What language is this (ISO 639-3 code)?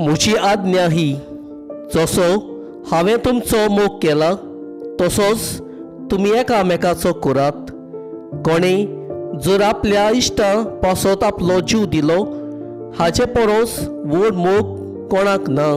kok